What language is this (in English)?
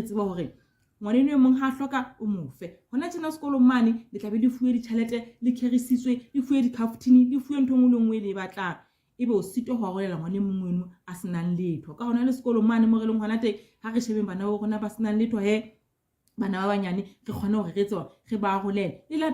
Southern Sotho